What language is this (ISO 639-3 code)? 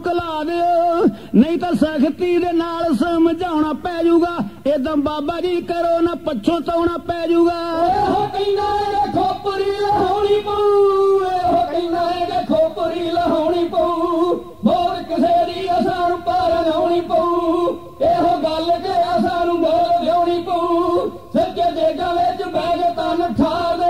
pan